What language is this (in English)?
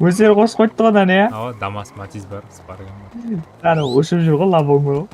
Kara-Kalpak